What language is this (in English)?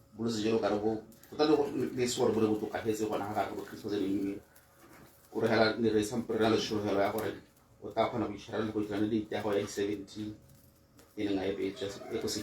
Tswana